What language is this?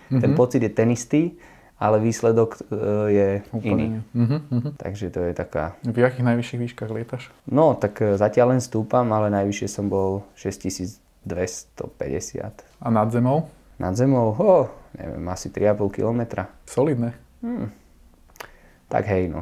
Slovak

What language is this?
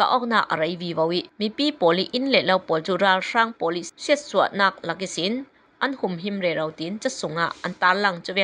Falam Chin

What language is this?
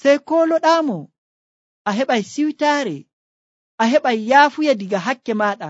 Nigerian Fulfulde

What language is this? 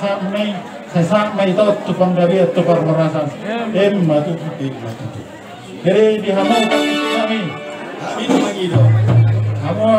Batak Toba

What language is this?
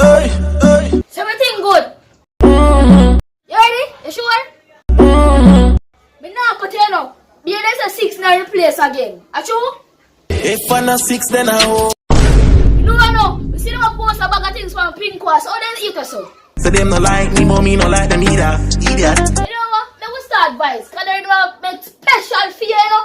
Jamaican Creole English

